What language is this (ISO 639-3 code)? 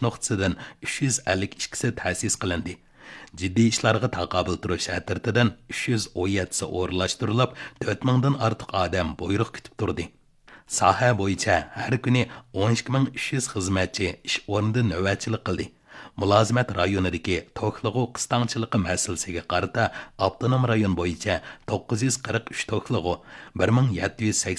uig